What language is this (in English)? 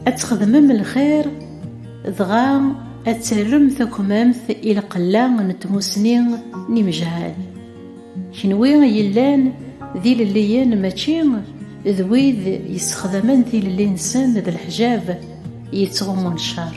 Kabyle